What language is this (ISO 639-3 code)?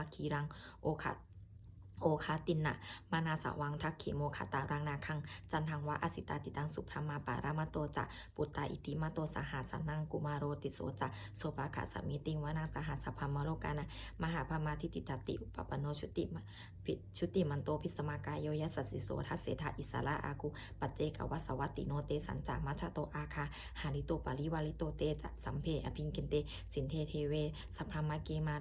pli